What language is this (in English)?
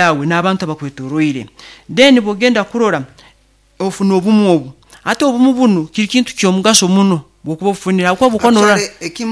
Nyoro